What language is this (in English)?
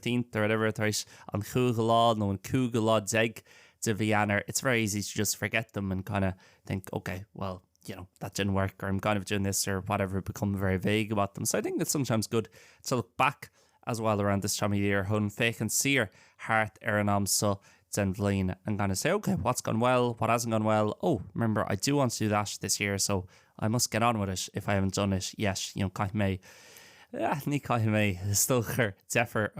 Irish